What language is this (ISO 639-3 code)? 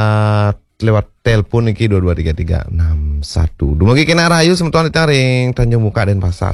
ban